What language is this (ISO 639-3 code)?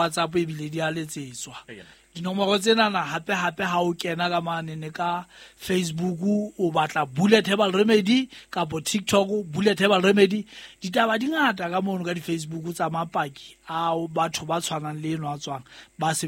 sot